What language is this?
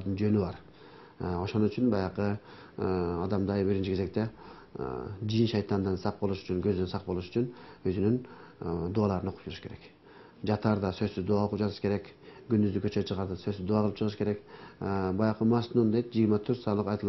Kyrgyz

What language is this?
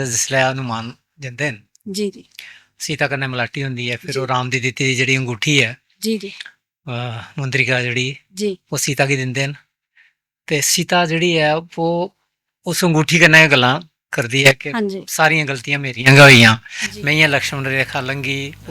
Dogri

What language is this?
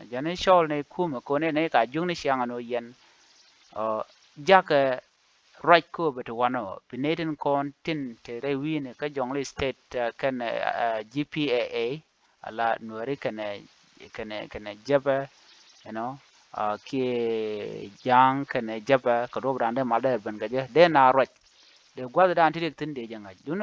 Nuer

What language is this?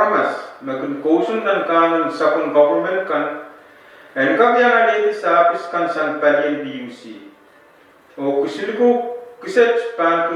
Pohnpeian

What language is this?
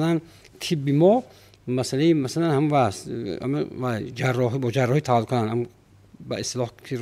Tajik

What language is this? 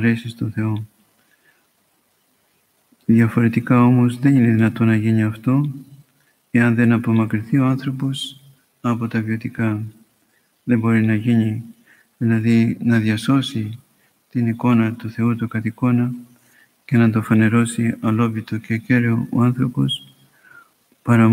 Greek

